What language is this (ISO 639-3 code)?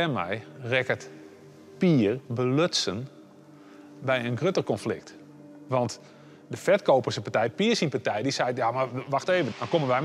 fry